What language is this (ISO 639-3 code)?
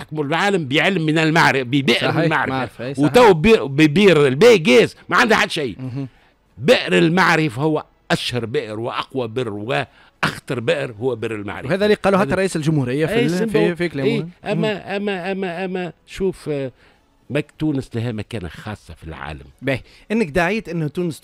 aeb